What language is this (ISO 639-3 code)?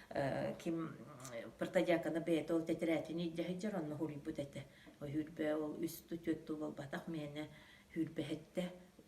sah